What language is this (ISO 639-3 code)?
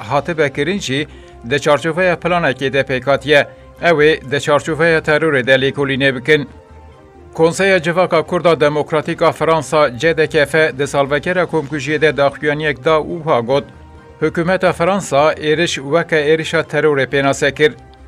kur